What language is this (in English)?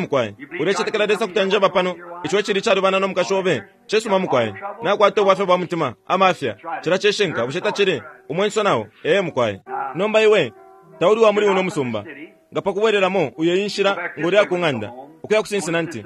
Bemba